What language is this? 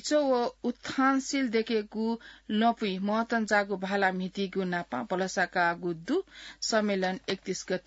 Newari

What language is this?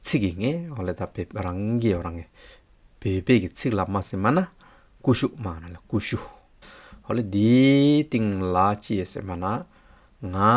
Hyolmo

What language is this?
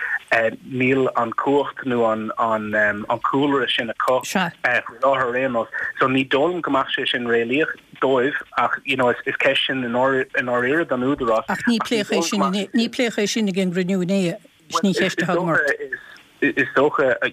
Irish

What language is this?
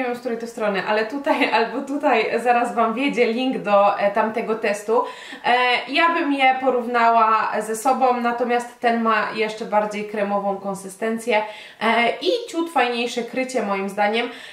Polish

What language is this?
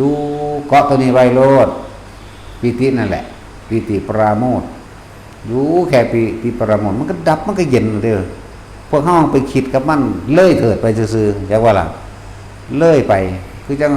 Northeastern Thai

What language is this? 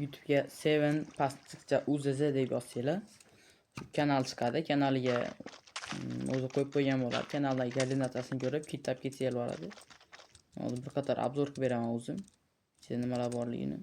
Uzbek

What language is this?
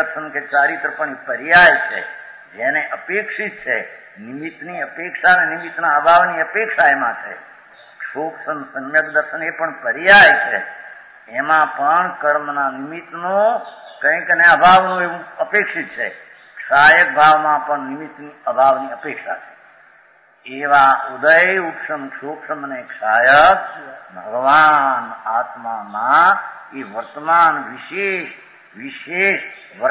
Gujarati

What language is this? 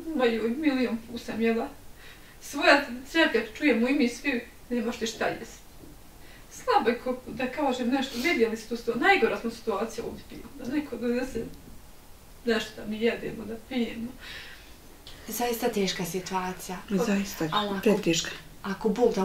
Bosnian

